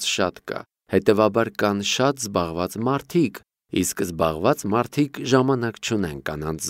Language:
Armenian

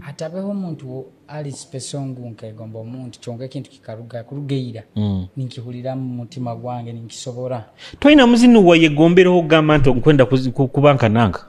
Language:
Nyoro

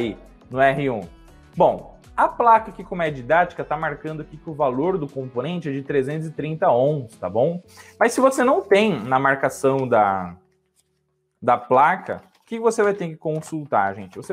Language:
Portuguese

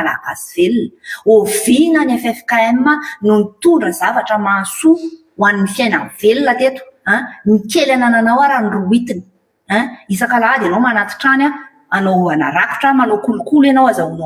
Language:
Malagasy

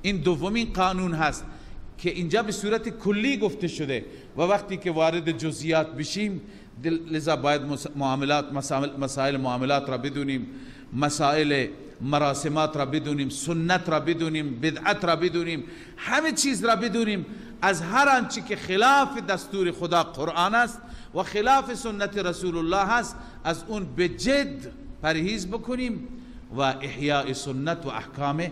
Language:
Persian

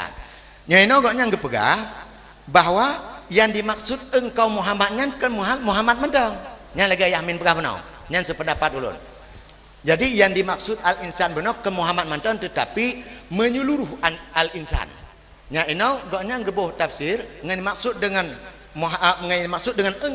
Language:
Achinese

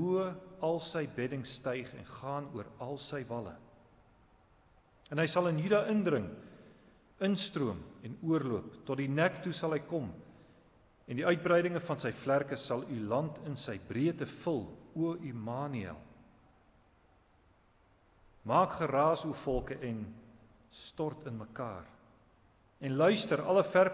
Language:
Afrikaans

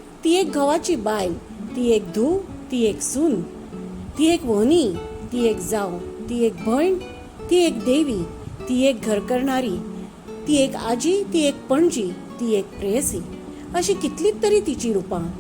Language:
Konkani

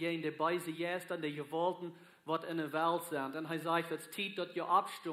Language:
Plautdietsch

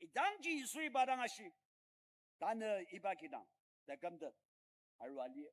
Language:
Ao Naga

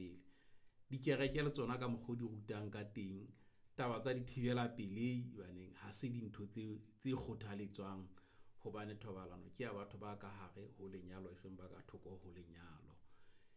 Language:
Southern Sotho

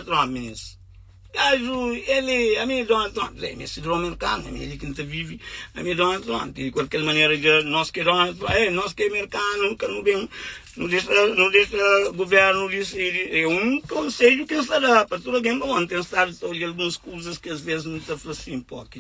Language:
Kabuverdianu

